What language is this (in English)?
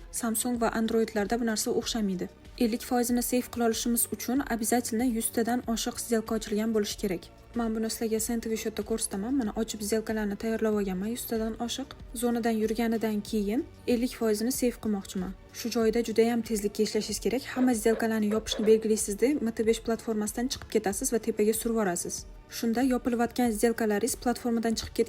Uzbek